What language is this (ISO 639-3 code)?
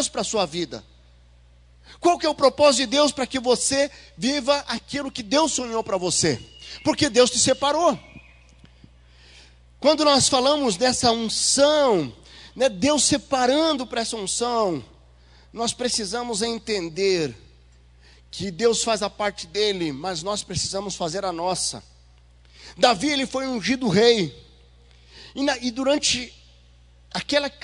por